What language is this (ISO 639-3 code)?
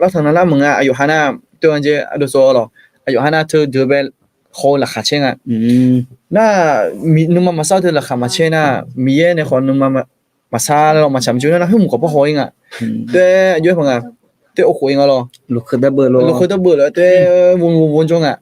ahk